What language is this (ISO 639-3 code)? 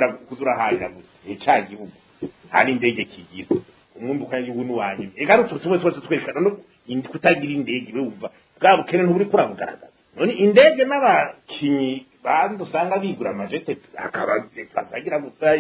run